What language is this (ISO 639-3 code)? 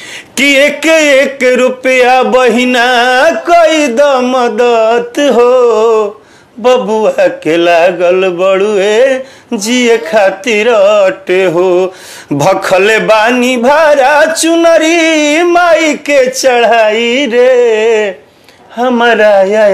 bho